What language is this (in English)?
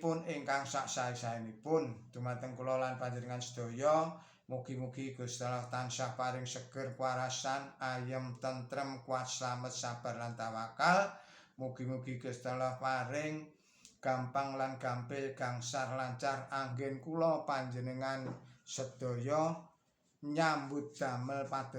Javanese